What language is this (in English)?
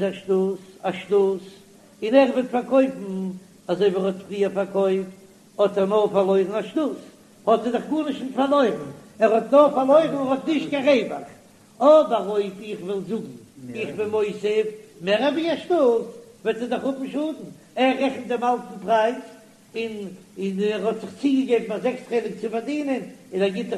Yiddish